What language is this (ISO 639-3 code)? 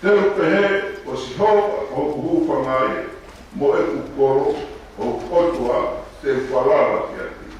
ton